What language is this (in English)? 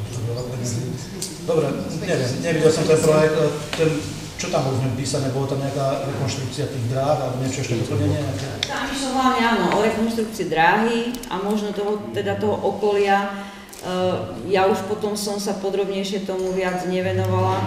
Slovak